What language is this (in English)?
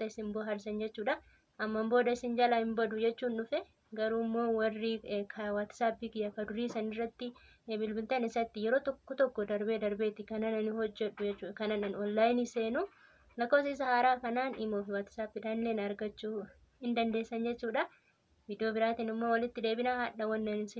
Oromo